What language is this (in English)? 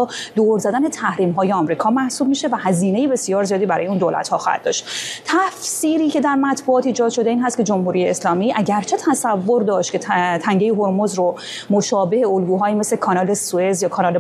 Persian